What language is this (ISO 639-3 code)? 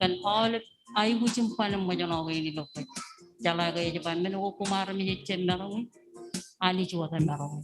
mah